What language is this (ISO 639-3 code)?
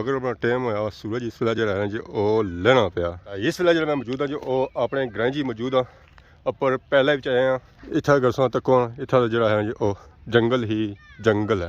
phr